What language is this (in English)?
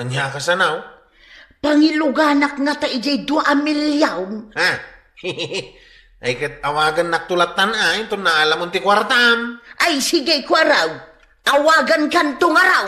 Iloko